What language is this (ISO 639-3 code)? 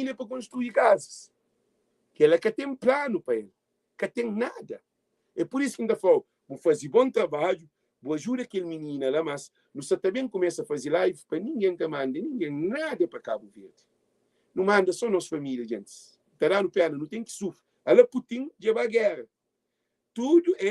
kea